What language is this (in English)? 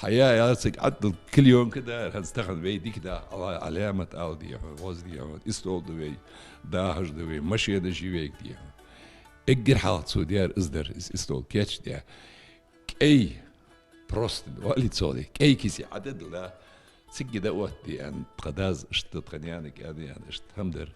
Ingush